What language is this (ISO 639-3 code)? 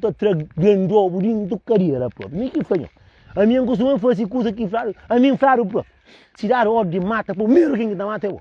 kea